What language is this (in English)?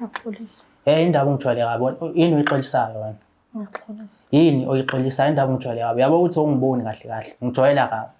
Zulu